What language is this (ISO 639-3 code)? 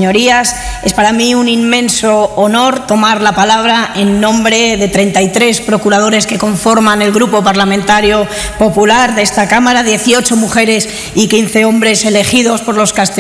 spa